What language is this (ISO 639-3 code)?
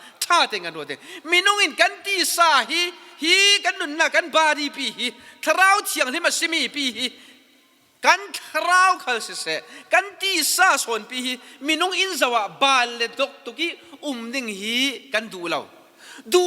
cfm